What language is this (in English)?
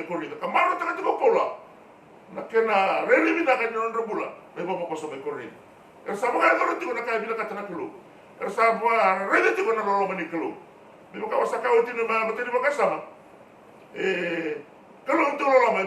Fijian